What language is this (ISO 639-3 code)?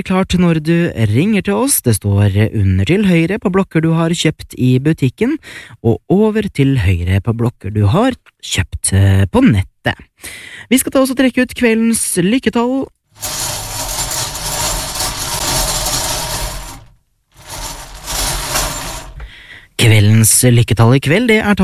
nor